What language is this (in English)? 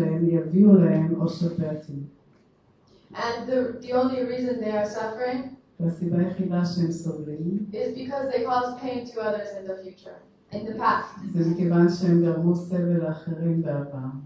Hebrew